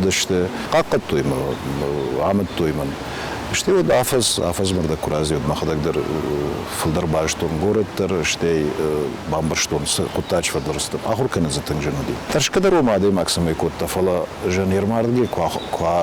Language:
Ossetic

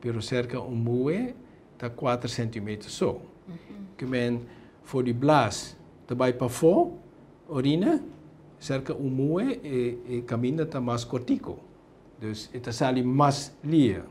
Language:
Papiamento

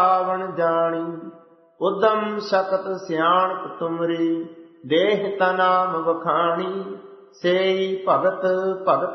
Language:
Punjabi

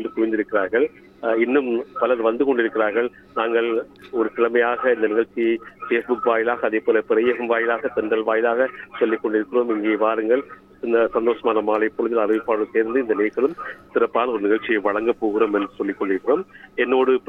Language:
Tamil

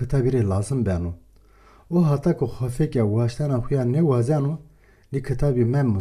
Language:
Zaza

